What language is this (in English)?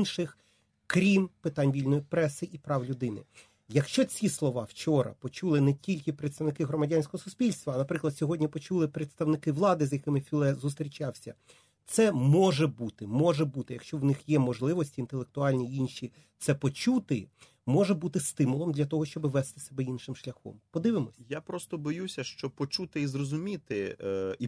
Ukrainian